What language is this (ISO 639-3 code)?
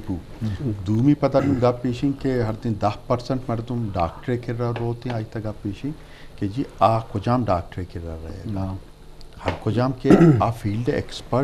bgp